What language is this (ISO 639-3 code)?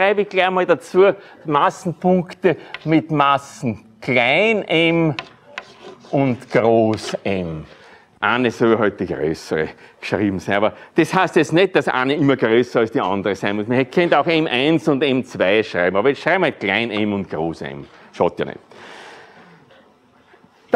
deu